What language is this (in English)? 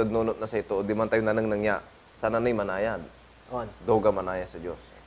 Pangasinan